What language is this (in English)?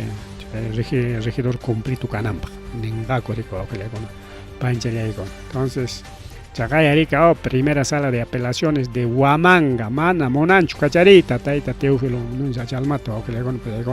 Ayacucho Quechua